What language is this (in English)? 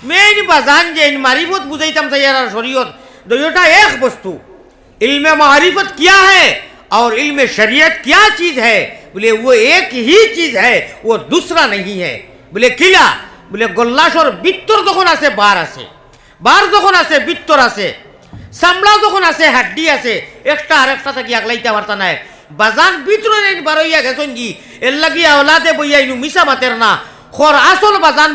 Sylheti